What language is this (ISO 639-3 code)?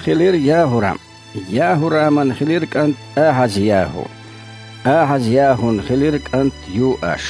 che